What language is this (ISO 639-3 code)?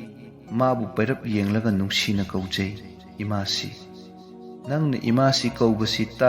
mni